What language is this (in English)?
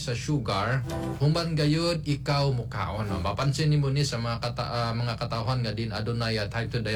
Cebuano